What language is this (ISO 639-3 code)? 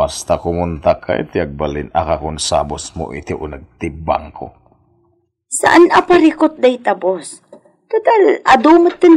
ilo